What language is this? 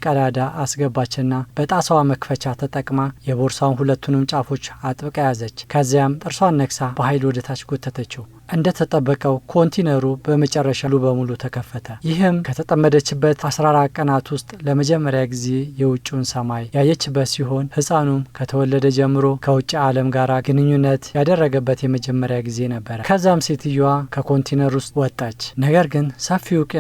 Amharic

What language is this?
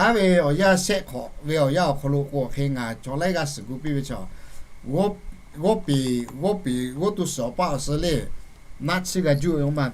Lahu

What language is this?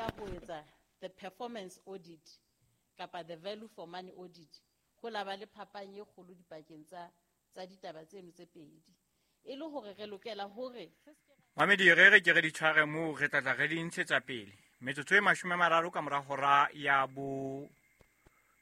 Southern Sotho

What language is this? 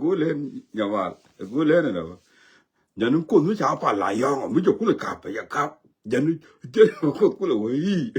Nuer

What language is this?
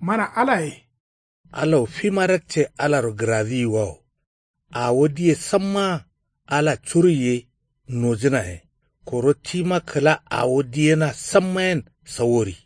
Kanuri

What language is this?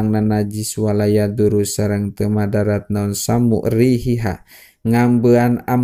Sundanese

